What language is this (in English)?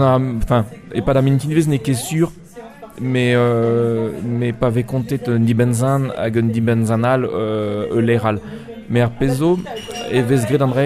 Breton